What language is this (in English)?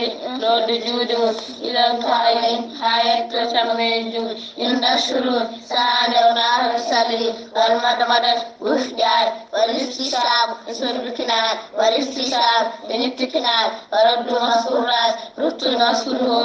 Fula